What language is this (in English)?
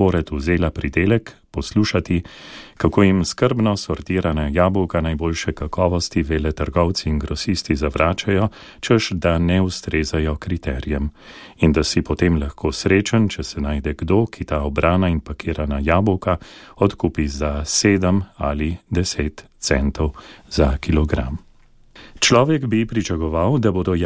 Slovenian